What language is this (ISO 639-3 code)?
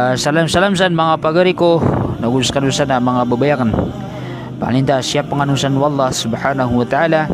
mrw